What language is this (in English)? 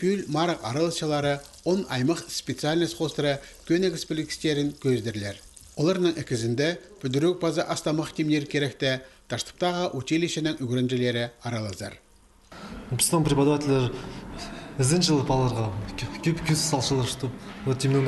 Khakas